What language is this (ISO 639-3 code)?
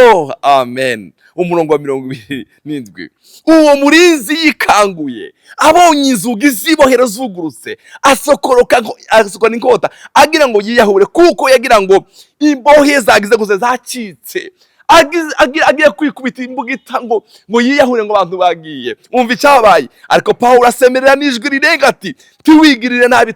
run